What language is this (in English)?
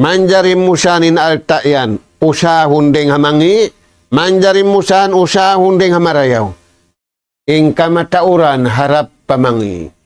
Tausug